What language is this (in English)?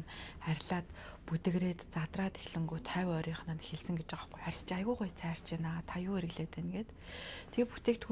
Mongolian